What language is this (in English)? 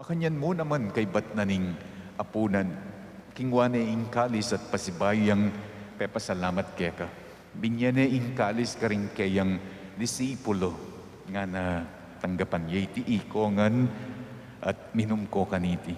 Pampanga